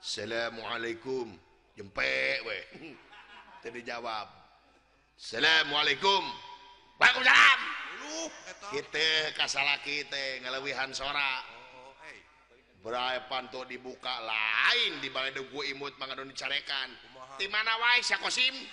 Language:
Sundanese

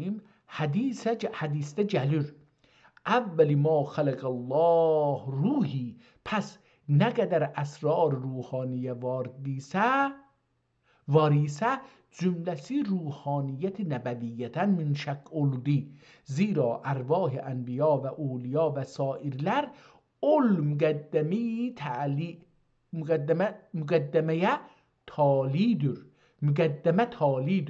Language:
South Azerbaijani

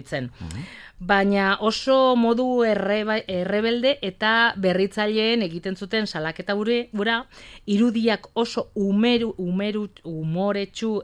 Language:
Basque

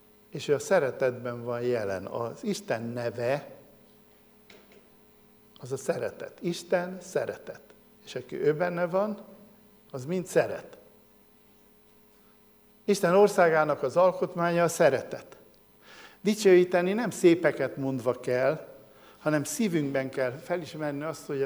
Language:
Hungarian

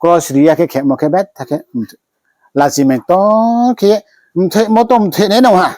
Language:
Riang (India)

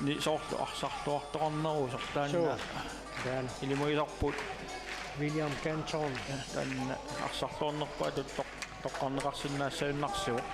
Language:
Kalaallisut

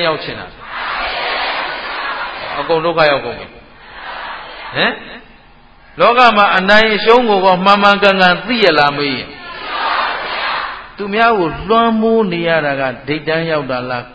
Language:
Burmese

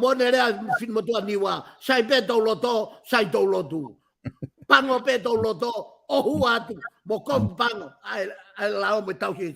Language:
Tongan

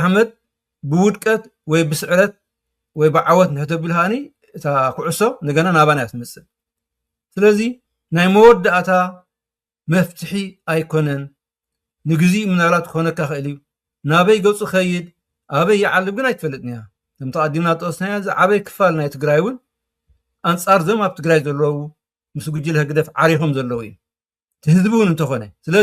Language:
Tigrinya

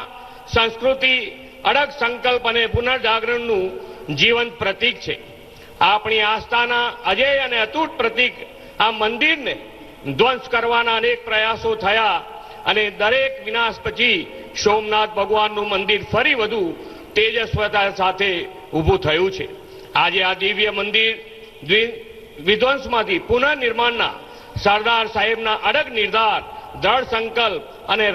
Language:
Gujarati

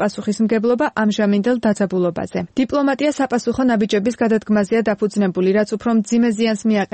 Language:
Georgian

